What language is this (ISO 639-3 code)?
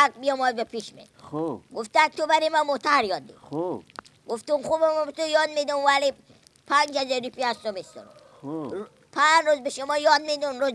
fas